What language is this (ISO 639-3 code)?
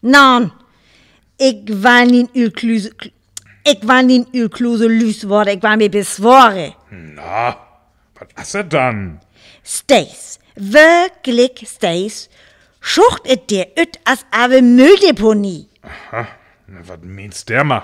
frr